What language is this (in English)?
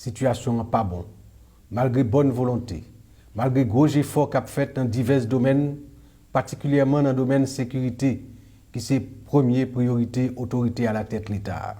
Haitian Creole